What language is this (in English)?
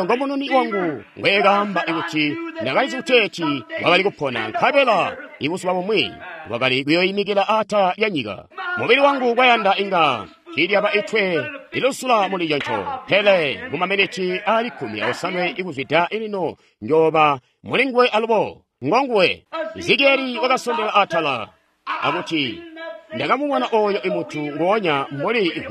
Tonga (Zambia)